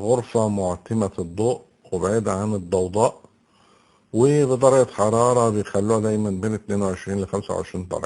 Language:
Egyptian Arabic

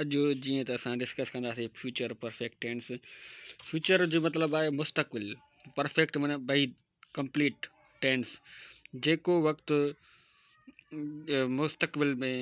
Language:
Sindhi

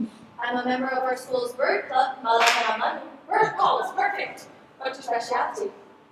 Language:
Hawaiian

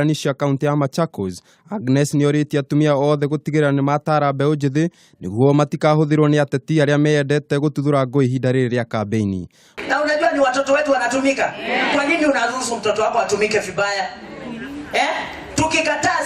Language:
Kikuyu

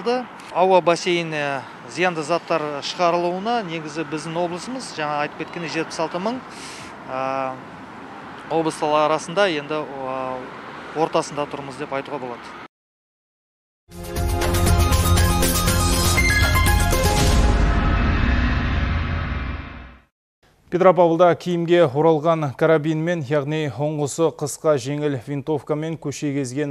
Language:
Kazakh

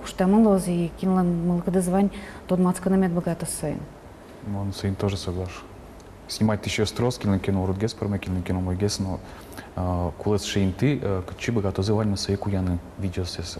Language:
Udmurt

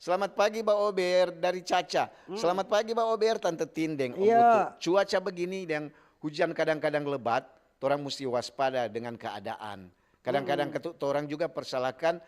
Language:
Manado Malay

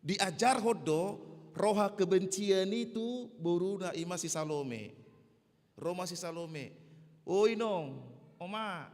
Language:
Batak Toba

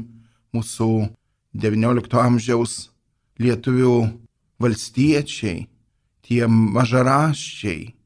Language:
Lithuanian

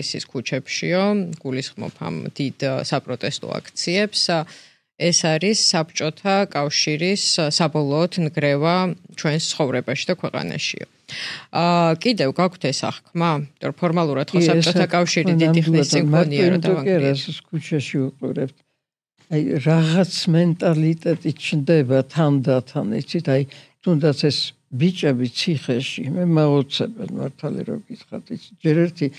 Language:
Georgian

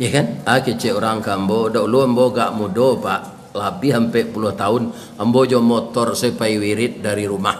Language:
Minangkabau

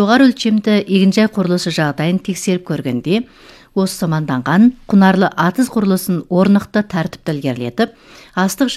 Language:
Kazakh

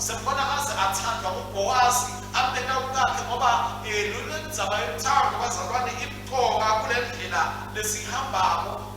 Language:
Swati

